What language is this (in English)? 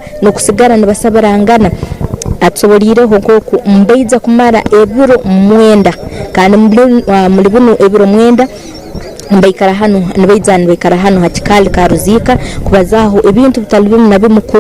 Tooro